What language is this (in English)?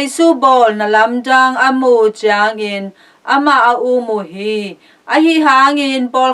Tedim Chin